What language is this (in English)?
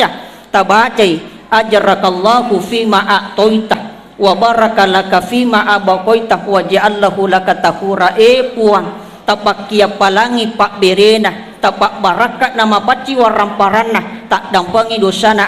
Buginese